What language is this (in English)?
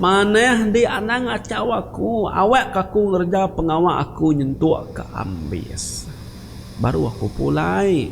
Iban